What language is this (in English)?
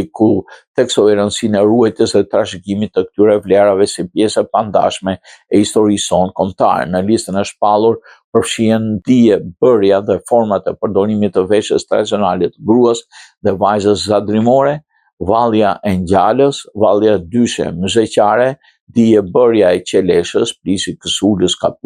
Albanian